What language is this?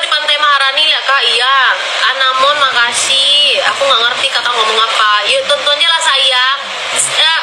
Minangkabau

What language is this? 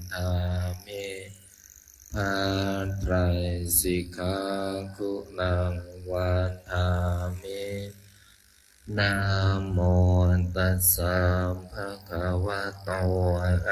Pali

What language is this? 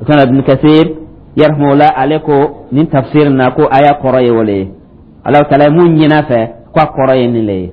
Dyula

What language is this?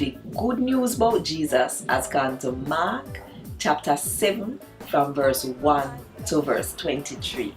Jamaican Creole English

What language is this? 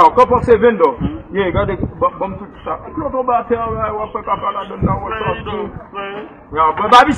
Haitian Creole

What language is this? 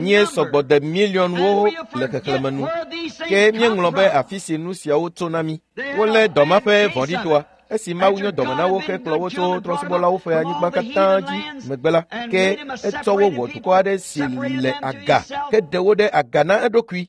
Ewe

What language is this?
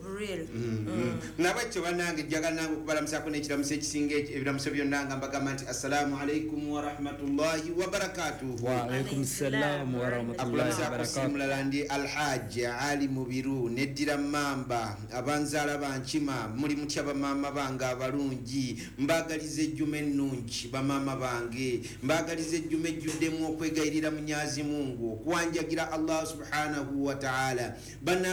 Ganda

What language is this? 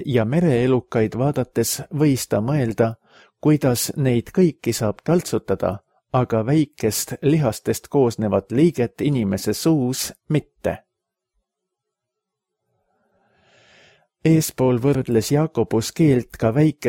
Estonian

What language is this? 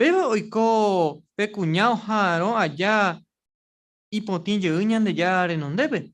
Guarani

